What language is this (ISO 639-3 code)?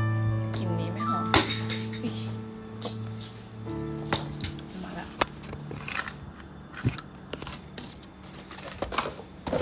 tha